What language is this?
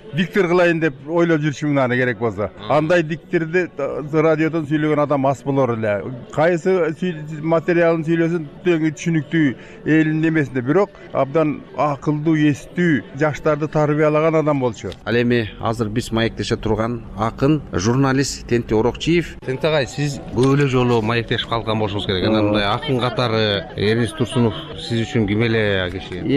Kyrgyz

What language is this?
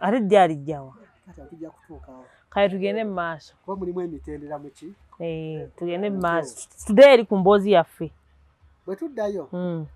Ganda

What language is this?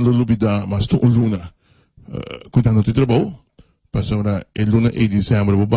Papiamento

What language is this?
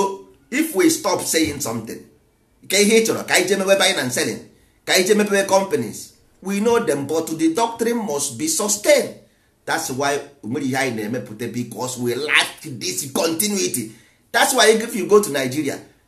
Igbo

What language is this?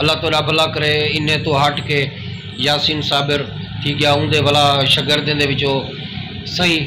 Saraiki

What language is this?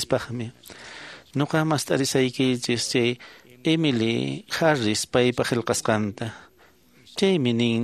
Quechua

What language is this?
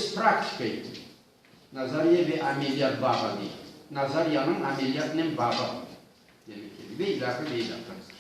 Crimean Tatar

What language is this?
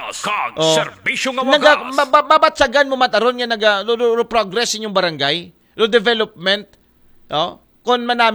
Aklanon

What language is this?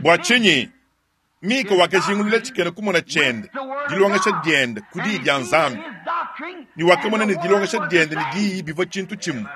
Luba-Lulua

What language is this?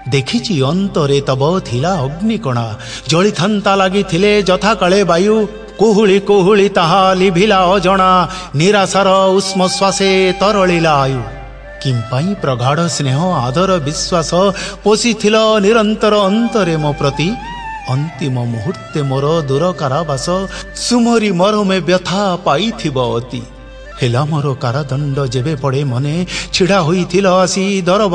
Odia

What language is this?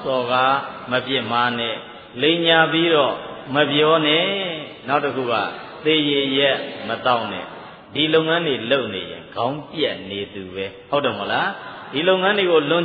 Burmese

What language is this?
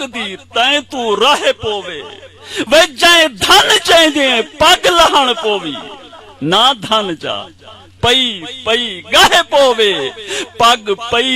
Saraiki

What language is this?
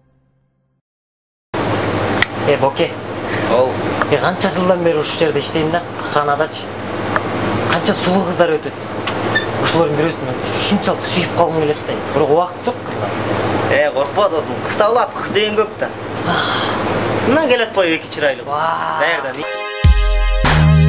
Kyrgyz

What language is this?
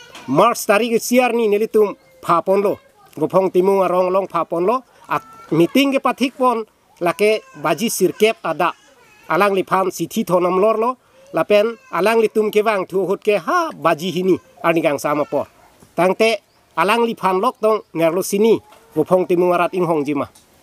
Karbi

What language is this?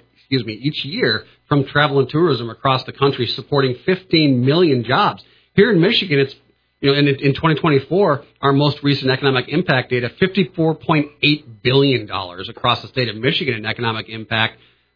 English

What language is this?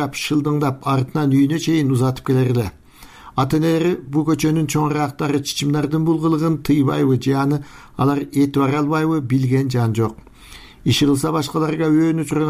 Kyrgyz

